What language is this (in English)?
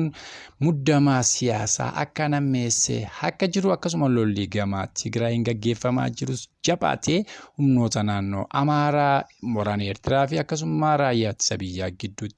Oromo